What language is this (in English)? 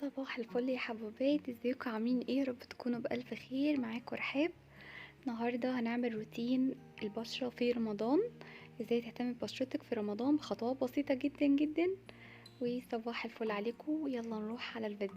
Egyptian Arabic